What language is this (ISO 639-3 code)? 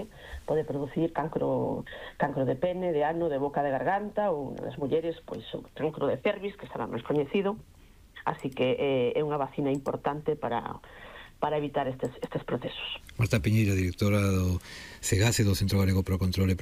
glg